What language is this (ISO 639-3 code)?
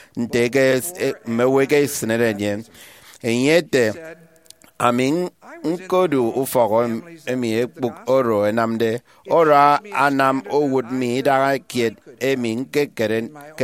efi